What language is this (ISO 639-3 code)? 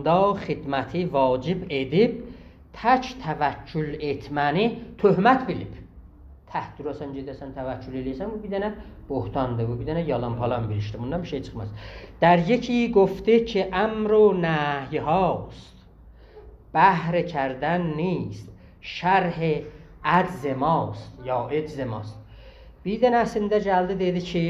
azb